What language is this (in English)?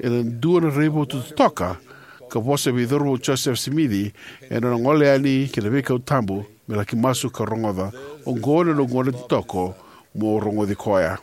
Fijian